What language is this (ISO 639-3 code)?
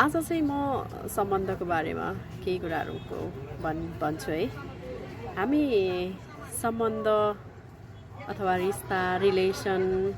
nep